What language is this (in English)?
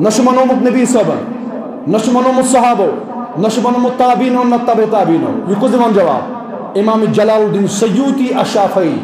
Kashmiri